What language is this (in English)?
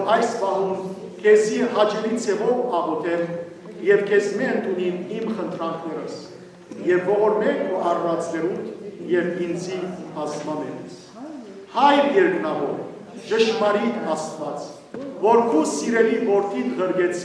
Western Armenian